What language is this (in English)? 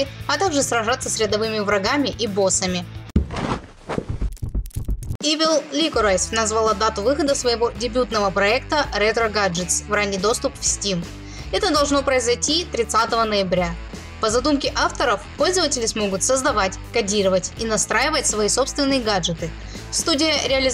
Russian